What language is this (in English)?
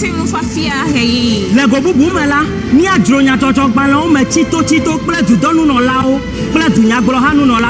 Ewe